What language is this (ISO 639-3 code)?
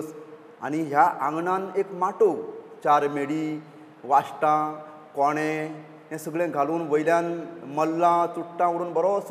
kok